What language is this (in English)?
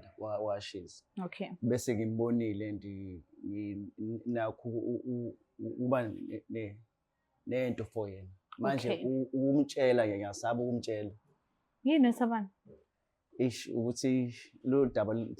Zulu